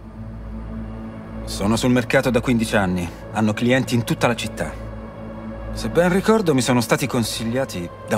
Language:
Italian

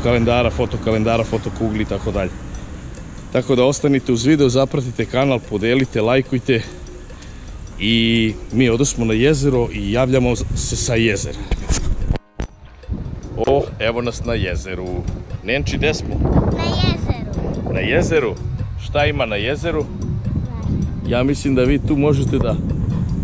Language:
Serbian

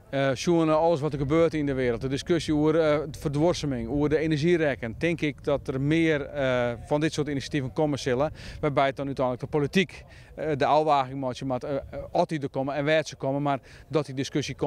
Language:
Western Frisian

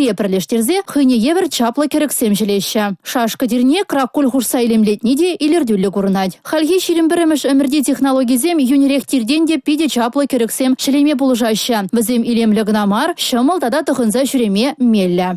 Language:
Chuvash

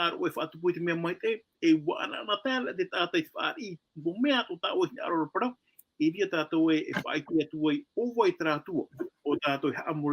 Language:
Tahitian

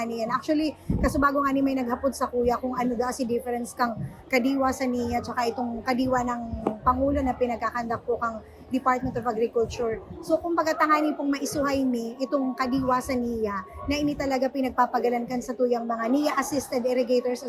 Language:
Bikol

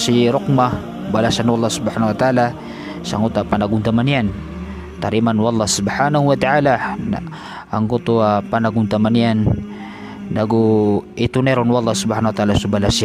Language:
Maranao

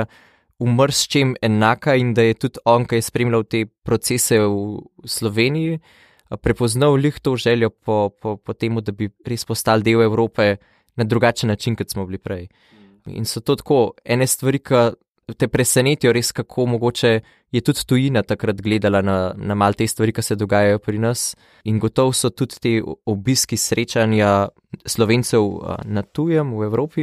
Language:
Slovenian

